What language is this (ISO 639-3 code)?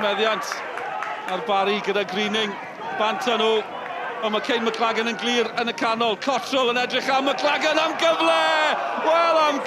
cym